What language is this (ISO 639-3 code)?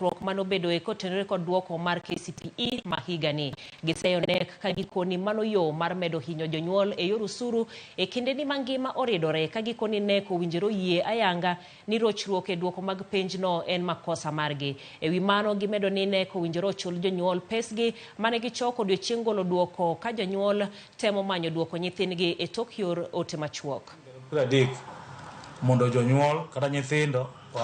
luo